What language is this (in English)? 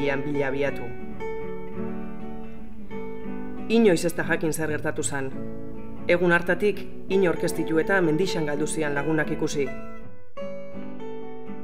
Basque